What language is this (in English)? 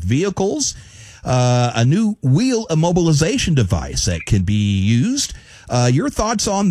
English